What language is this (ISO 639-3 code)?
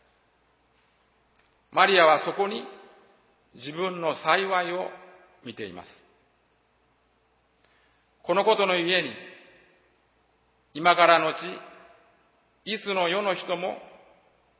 jpn